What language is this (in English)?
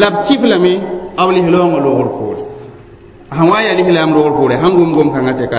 Mossi